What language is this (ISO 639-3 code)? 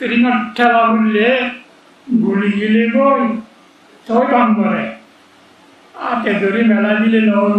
rhg